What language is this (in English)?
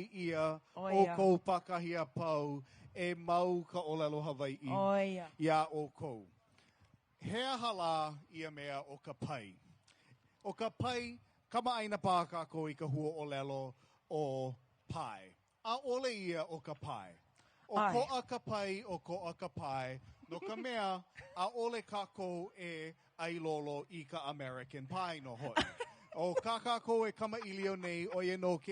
Hawaiian